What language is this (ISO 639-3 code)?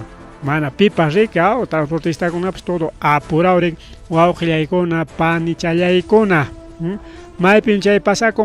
quy